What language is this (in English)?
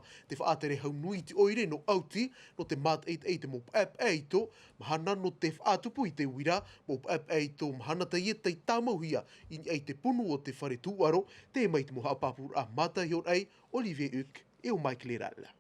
Tahitian